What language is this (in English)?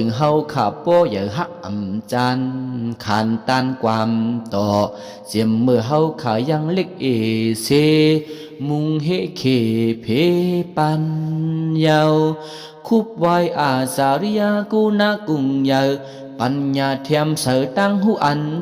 Shan